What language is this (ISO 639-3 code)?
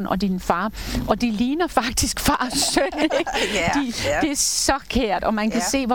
dan